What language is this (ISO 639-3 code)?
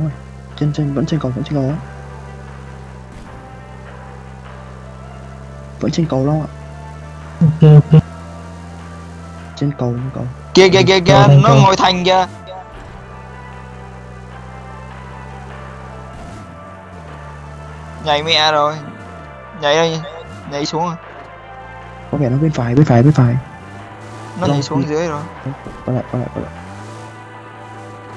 vie